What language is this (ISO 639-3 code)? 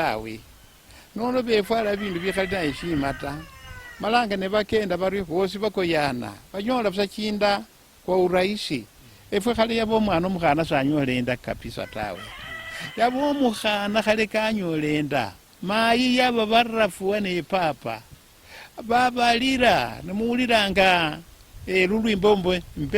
luy